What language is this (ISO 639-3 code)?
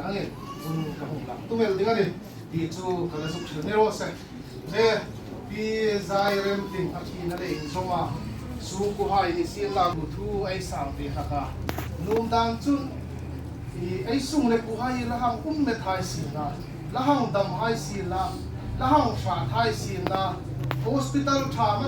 hmr